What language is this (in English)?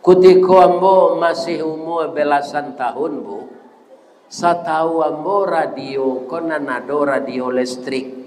Minangkabau